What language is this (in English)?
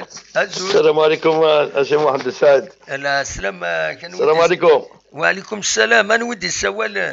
Kabyle